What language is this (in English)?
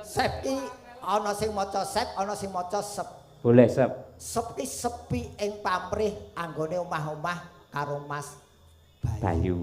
Javanese